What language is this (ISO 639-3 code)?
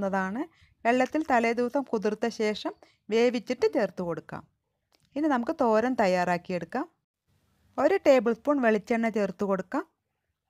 mal